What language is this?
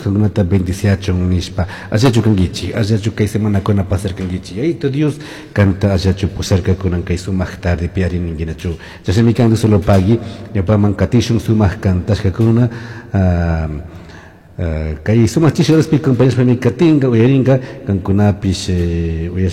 Chimborazo Highland Quichua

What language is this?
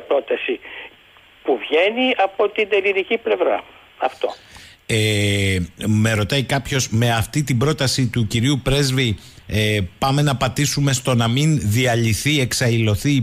Greek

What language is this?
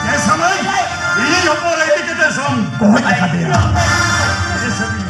Santali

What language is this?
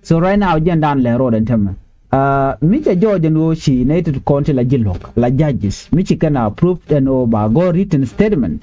Nuer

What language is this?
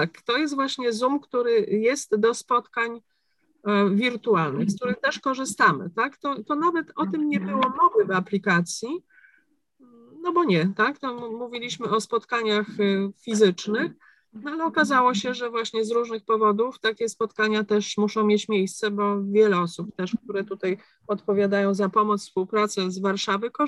Polish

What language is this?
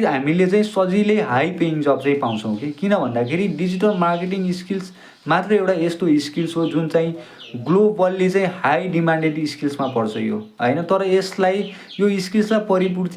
Nepali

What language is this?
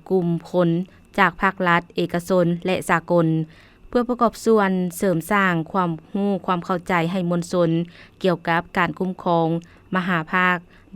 Lao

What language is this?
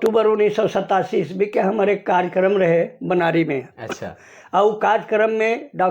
Sadri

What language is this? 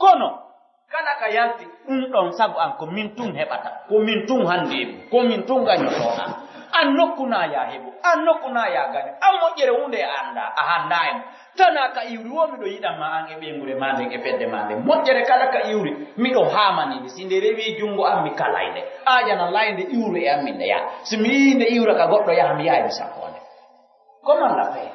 Pular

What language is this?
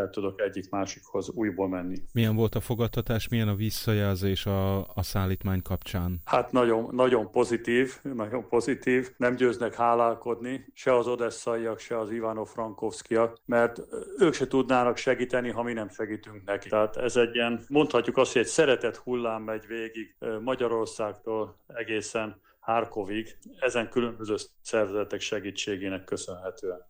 Hungarian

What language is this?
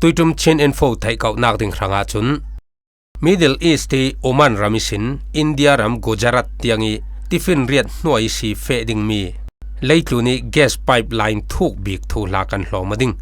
Falam Chin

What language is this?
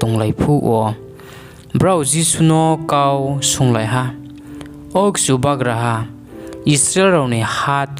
Riang (India)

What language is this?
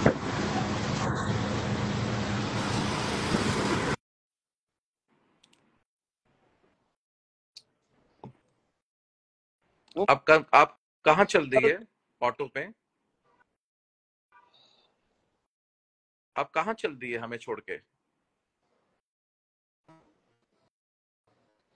Hindi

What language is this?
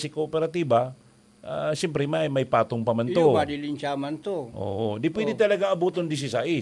Bikol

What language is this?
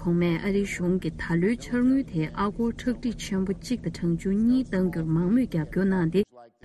Tibetan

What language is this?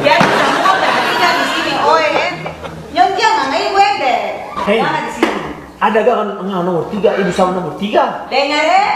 Ambonese Malay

